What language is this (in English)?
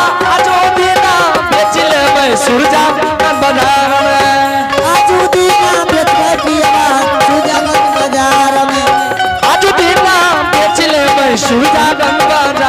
Angika